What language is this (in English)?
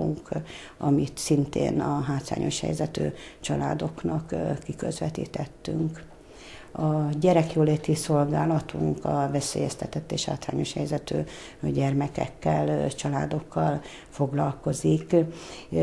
Hungarian